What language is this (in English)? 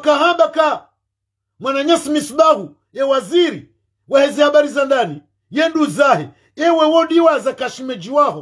Ngazidja Comorian